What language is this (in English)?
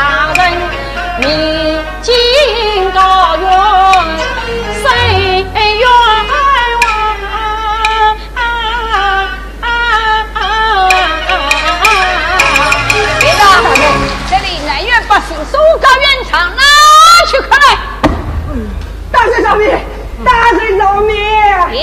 Chinese